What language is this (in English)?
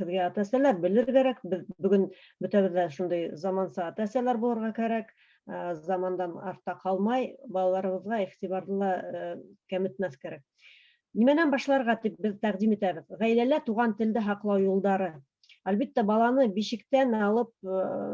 Bashkir